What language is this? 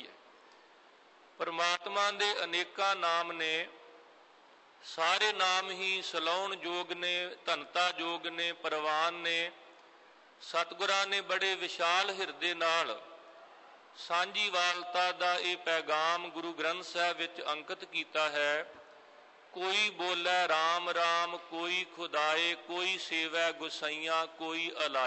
Punjabi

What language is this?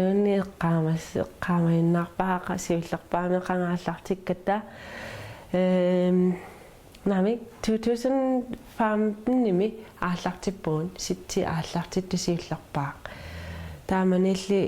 Kalaallisut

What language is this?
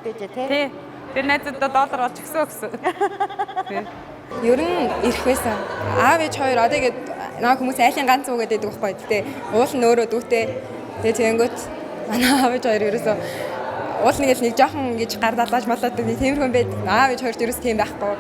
Mongolian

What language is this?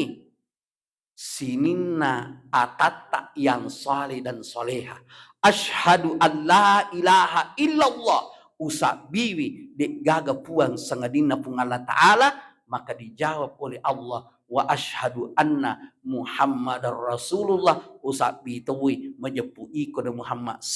Buginese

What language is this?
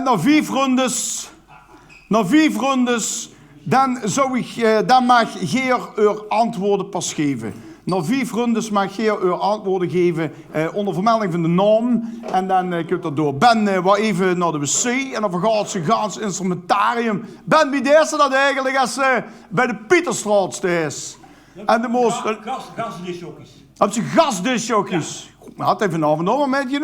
Limburgish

